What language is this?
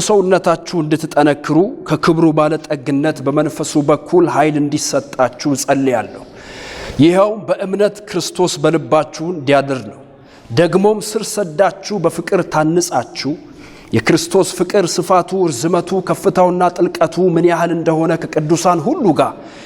Amharic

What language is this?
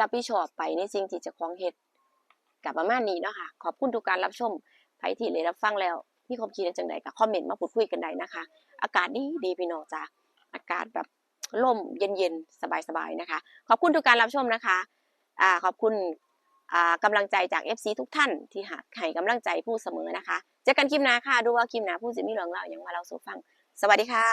Northeastern Thai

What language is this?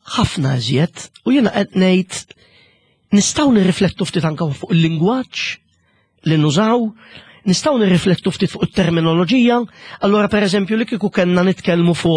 Maltese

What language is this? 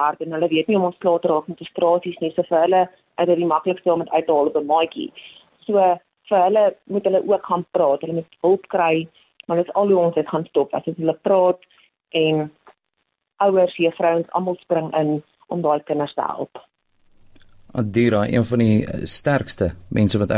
Afrikaans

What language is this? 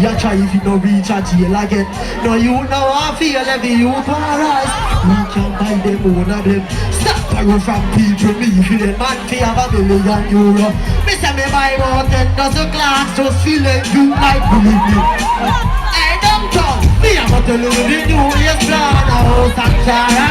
Jamaican Creole English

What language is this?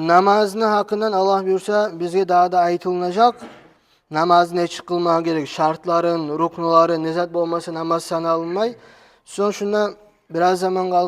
Kumyk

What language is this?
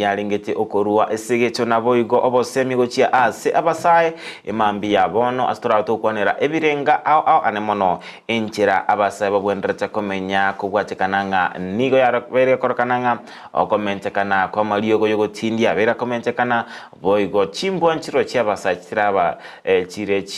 Gusii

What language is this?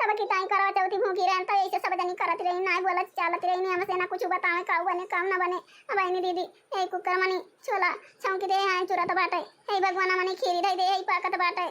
Awadhi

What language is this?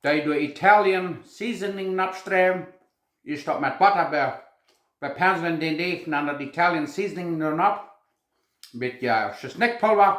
Plautdietsch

